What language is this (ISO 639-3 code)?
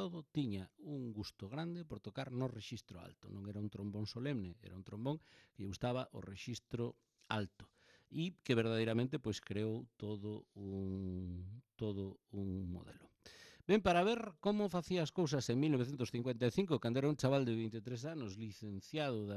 glg